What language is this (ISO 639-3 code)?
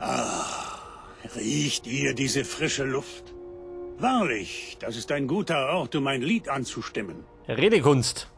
bar